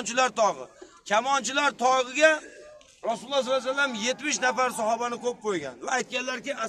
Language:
Uzbek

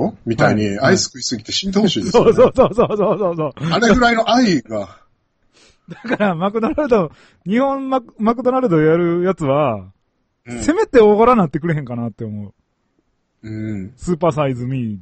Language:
Japanese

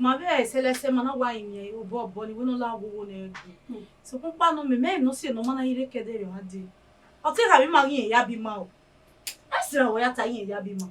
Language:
Bini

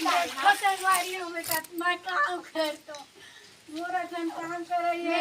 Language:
Chhattisgarhi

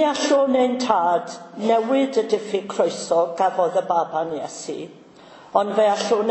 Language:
Welsh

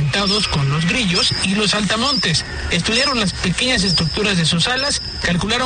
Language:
Spanish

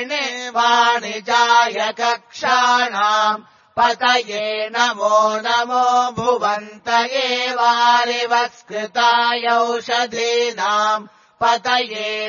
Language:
Sanskrit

